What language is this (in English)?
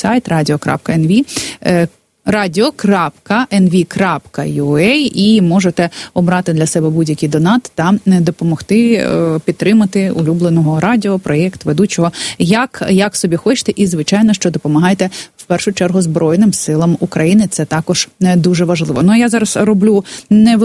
Ukrainian